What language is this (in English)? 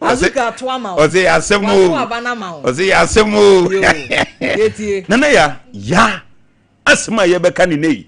Akan